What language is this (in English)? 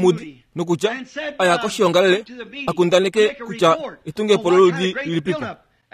Kuanyama